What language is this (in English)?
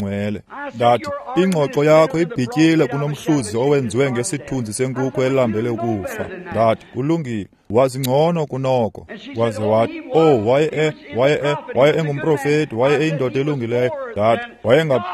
Xhosa